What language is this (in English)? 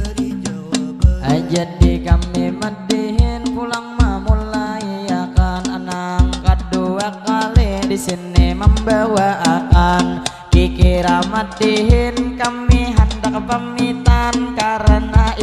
Banjar